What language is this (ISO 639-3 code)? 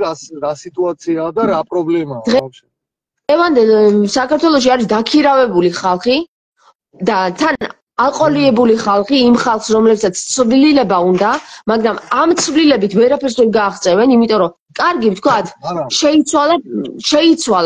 kat